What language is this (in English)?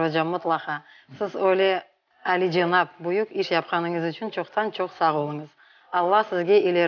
Crimean Tatar